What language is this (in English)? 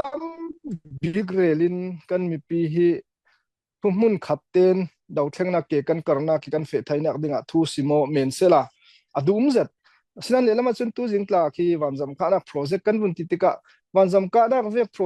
Falam Chin